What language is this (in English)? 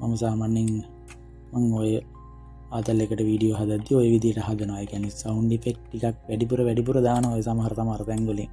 Sinhala